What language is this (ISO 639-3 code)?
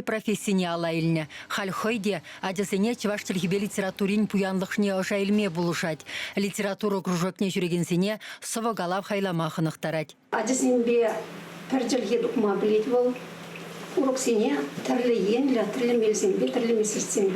chv